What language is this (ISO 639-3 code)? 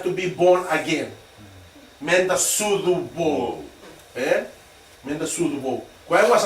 fij